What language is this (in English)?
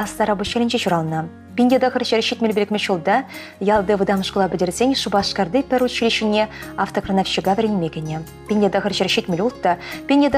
Chuvash